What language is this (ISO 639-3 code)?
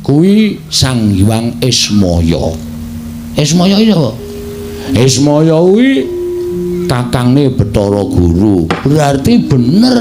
jav